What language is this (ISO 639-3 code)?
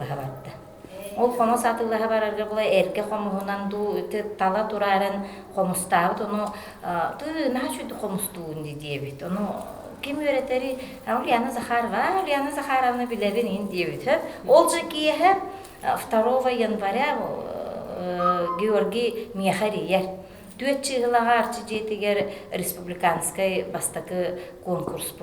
sah